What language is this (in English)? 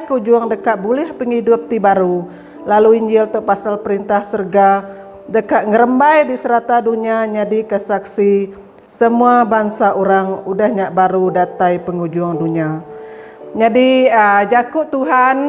Iban